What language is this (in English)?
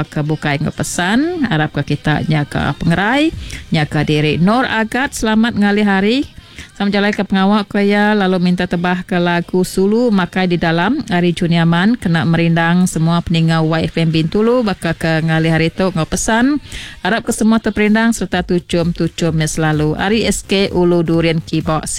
Iban